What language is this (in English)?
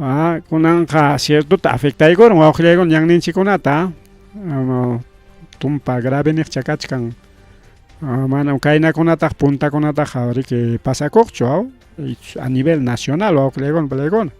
Ayacucho Quechua